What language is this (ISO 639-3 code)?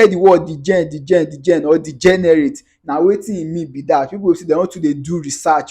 pcm